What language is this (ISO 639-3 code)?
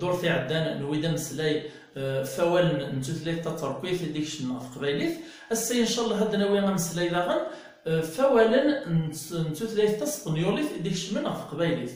kab